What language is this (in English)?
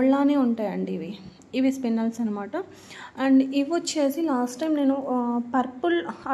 Telugu